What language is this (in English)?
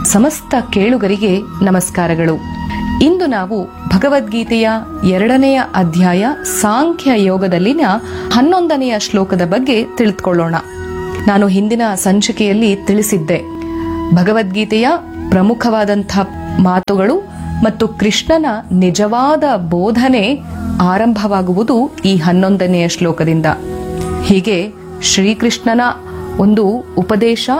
Kannada